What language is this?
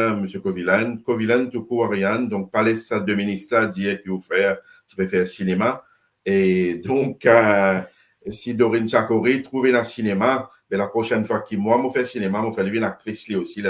Morisyen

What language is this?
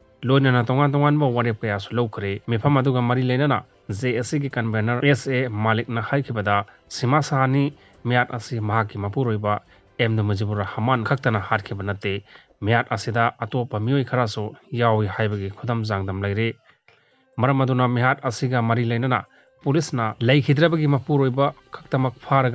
Manipuri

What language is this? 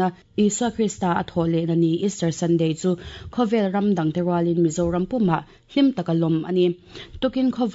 Mizo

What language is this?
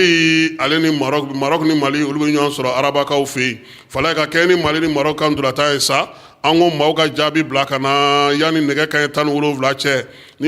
Bambara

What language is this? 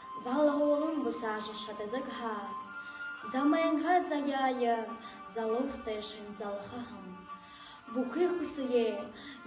Buriat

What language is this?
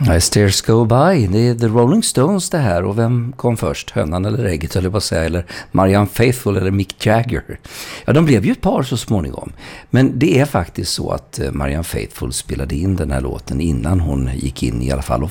Swedish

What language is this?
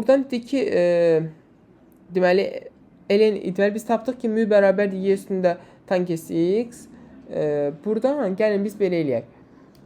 Azerbaijani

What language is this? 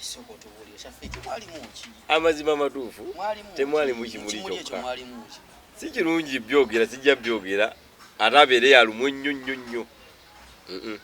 Ganda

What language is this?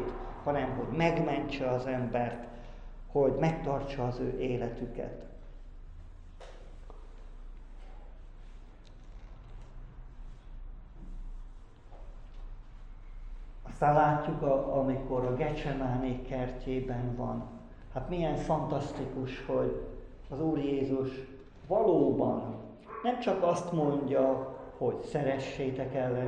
Hungarian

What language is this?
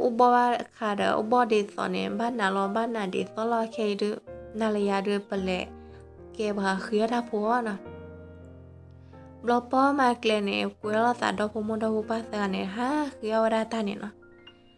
S'gaw Karen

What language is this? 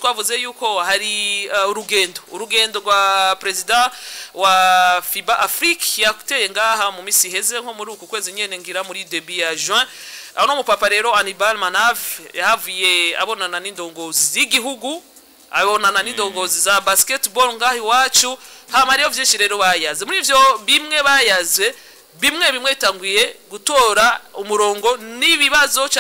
Rundi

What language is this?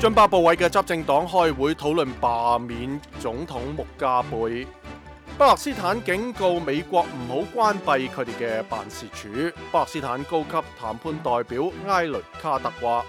Cantonese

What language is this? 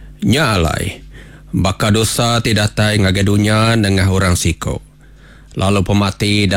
Iban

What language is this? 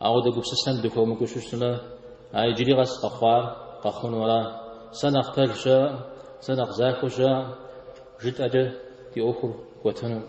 Kabardian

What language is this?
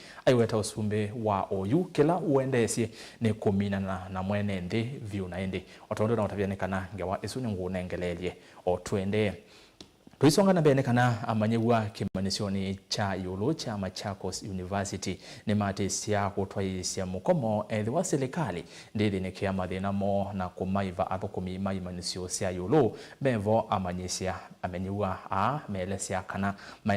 Kamba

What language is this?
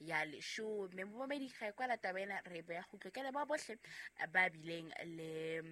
Southern Sotho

